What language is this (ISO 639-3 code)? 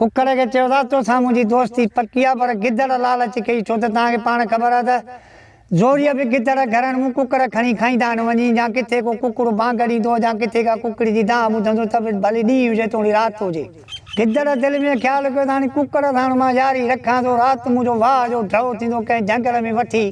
snd